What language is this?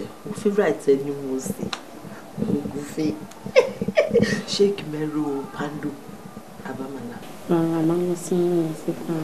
Yoruba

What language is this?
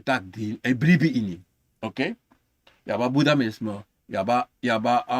Sranan Tongo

